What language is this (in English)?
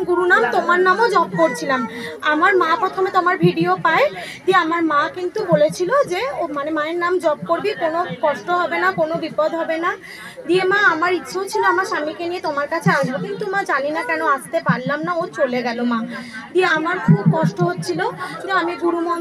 Bangla